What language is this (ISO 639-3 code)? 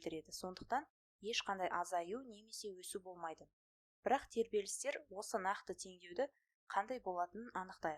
kaz